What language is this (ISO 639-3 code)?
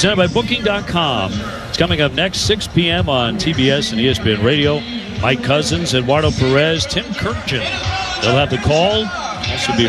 eng